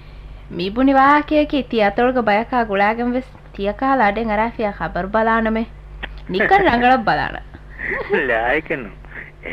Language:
Divehi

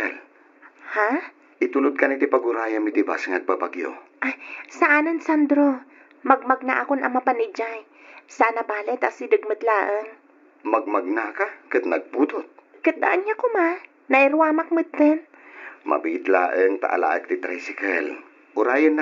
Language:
Iloko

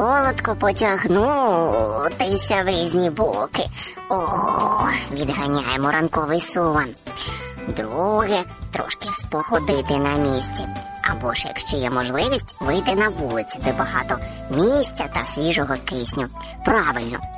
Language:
Ukrainian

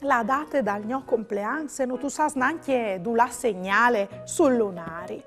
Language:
Friulian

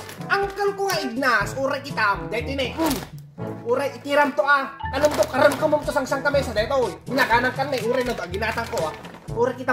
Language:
Iloko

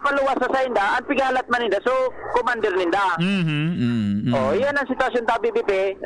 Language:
Bikol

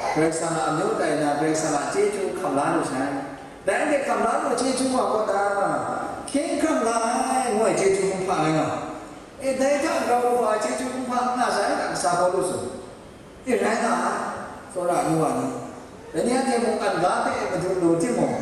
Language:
Kachin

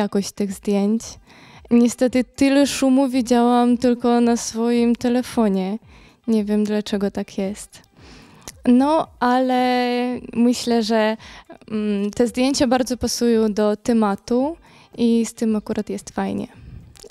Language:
Polish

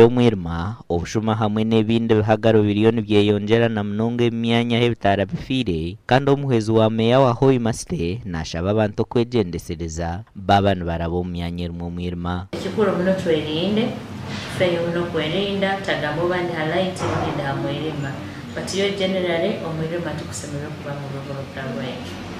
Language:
Nyankole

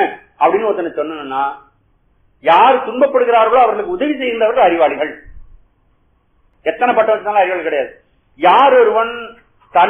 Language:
Tamil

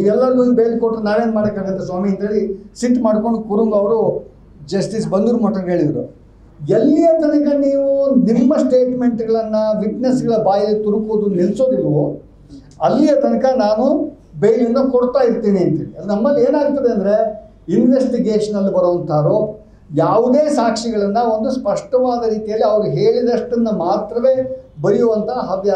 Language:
Kannada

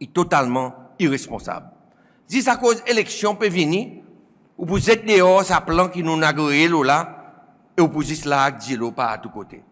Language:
Seselwa Creole French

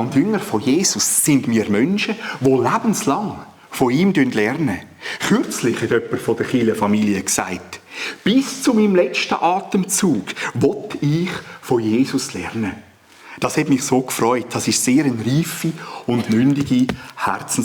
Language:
Swiss German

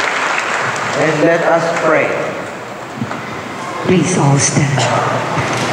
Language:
Filipino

